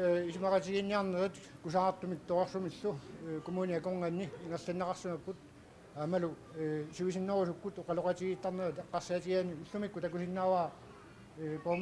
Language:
Kalaallisut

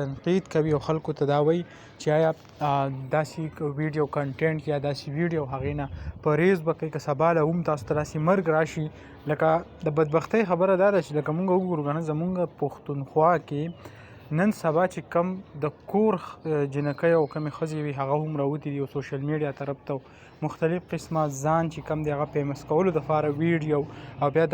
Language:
Pashto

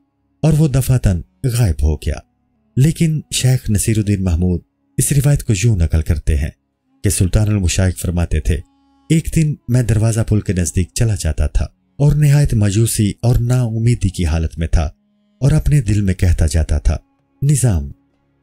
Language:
Urdu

